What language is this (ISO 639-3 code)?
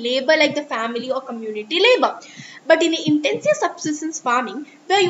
eng